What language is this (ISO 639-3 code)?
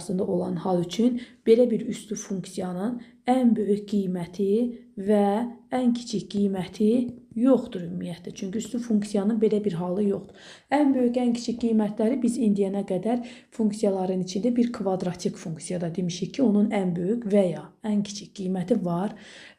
aze